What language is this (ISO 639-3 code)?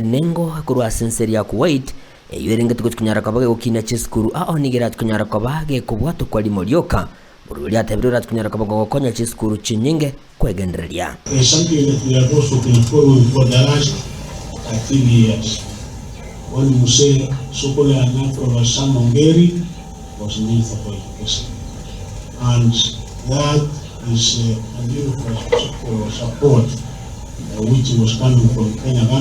guz